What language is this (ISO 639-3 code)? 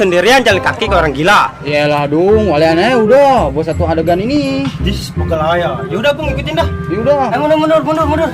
bew